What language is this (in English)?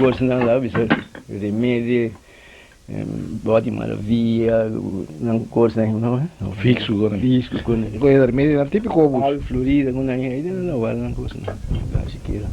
Papiamento